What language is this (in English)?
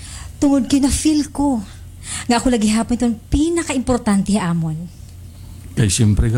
Waray